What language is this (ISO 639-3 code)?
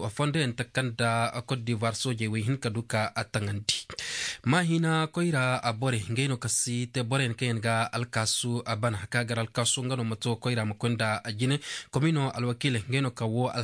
dje